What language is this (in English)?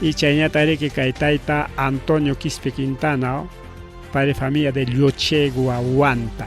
Ayacucho Quechua